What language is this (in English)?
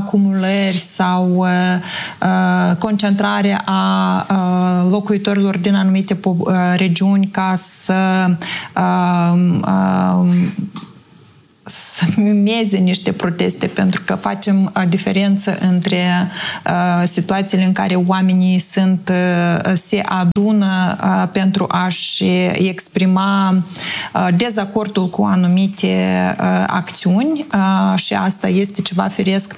Romanian